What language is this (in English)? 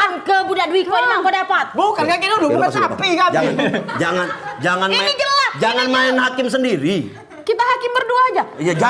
Musi